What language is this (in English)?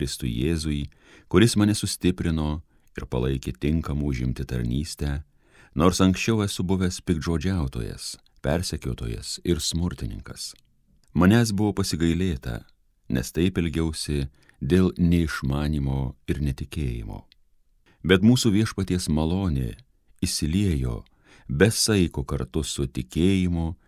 Lithuanian